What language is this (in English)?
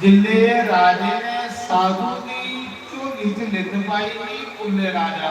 Dogri